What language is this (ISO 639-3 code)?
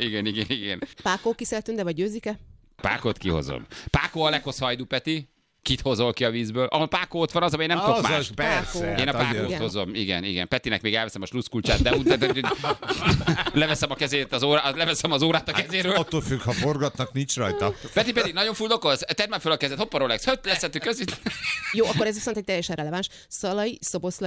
hun